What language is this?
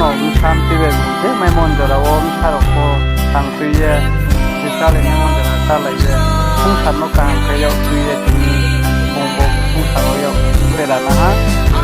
Riang (India)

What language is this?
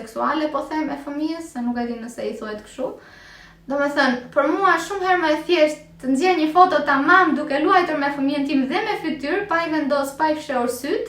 Albanian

